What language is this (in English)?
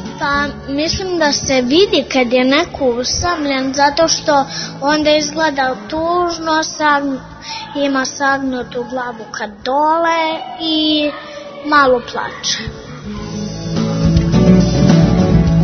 Serbian